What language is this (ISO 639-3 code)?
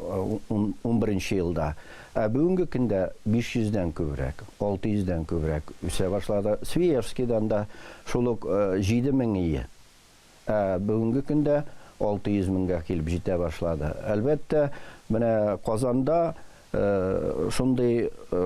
tat